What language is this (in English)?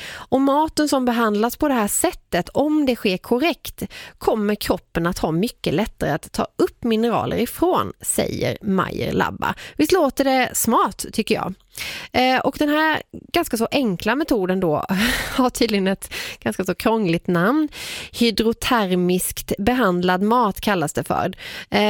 Swedish